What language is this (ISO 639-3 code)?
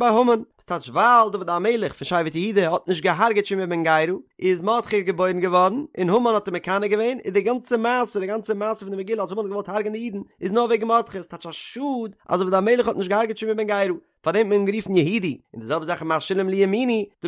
yid